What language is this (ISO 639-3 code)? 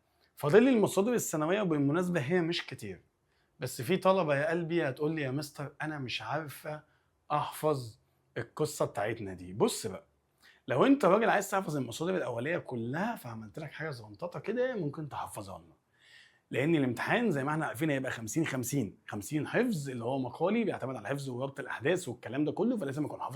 arz